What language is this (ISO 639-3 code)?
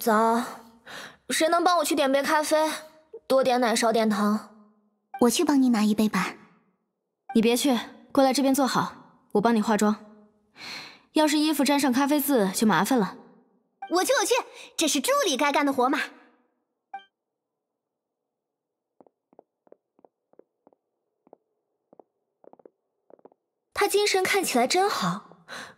zho